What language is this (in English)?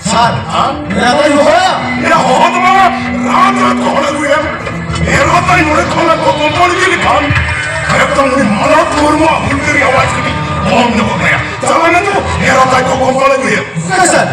Santali